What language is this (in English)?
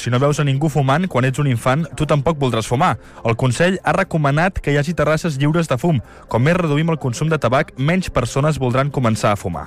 Catalan